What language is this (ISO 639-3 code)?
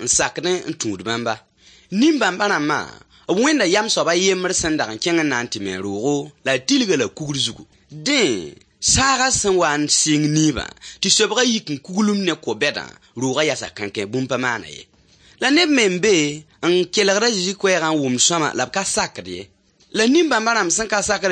mos